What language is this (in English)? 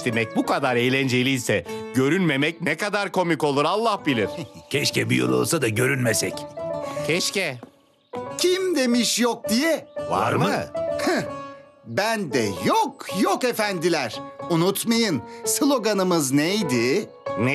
Turkish